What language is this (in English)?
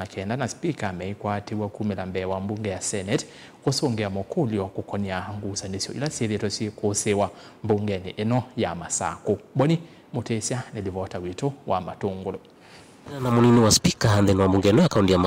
Kamba